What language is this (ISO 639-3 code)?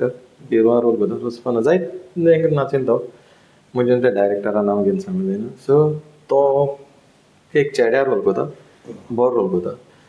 kok